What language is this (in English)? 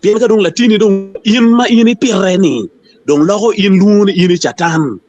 Acoli